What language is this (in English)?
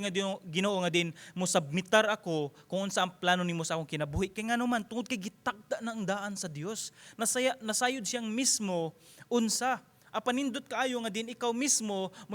Cebuano